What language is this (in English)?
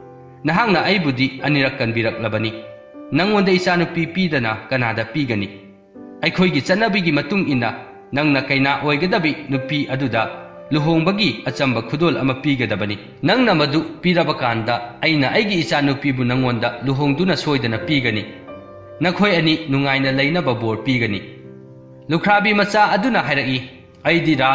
Manipuri